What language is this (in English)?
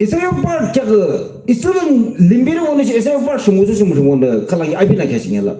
Yimchungru Naga